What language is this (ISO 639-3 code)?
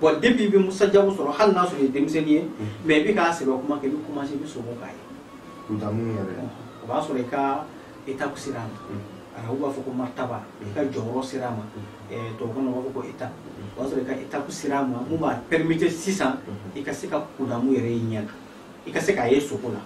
bam